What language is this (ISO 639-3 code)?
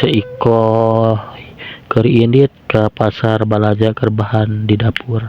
sun